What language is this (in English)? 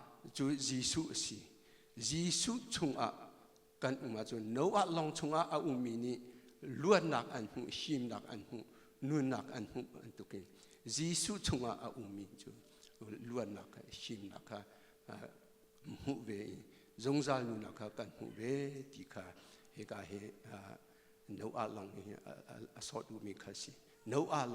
Hakha Chin